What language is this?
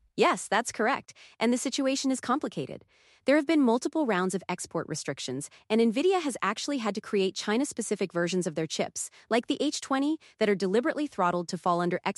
English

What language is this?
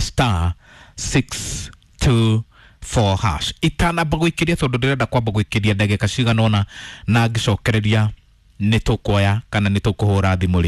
Kikuyu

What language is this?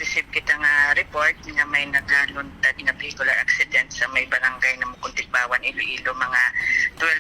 Hiligaynon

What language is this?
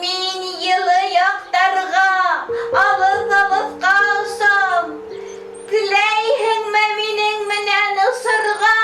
Bashkir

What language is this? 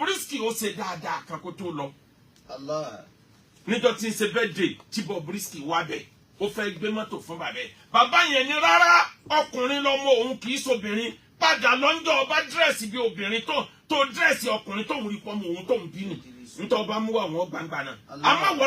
Yoruba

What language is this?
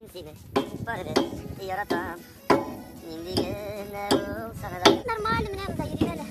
Tatar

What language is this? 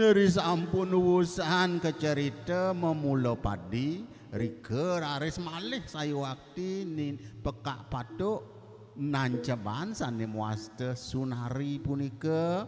Balinese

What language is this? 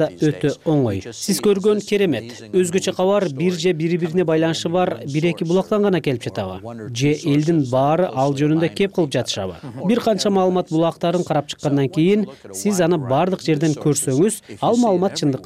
Kyrgyz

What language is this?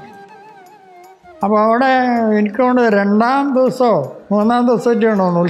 Malayalam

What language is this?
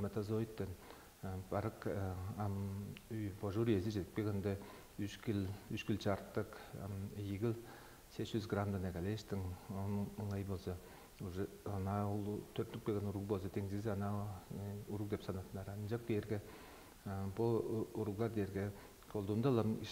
Tuvinian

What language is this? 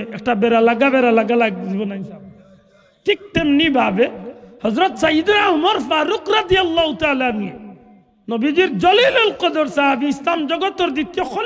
Sylheti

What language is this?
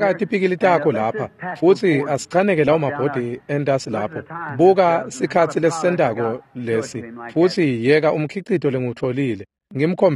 Swati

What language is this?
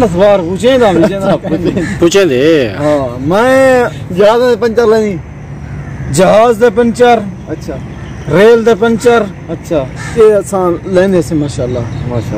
Saraiki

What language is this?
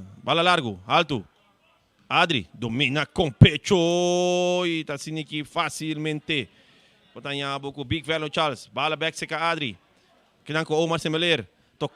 Papiamento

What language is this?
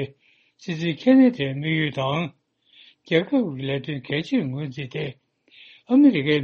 Tibetan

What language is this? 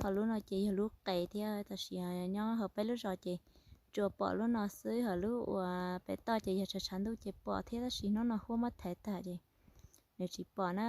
Hmong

